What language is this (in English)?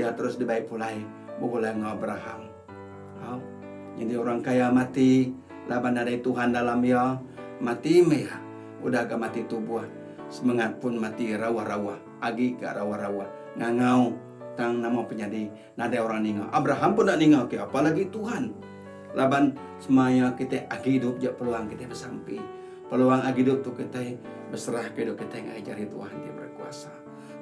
Iban